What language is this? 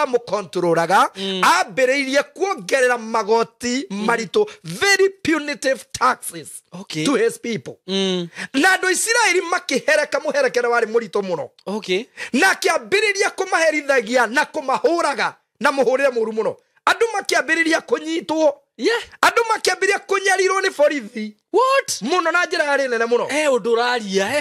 Kikuyu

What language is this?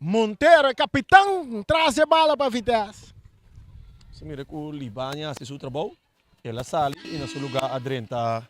Papiamento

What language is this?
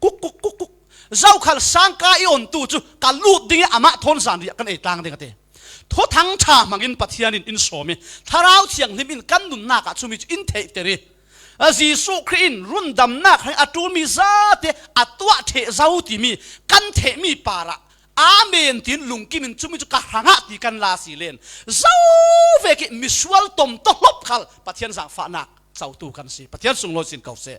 Falam Chin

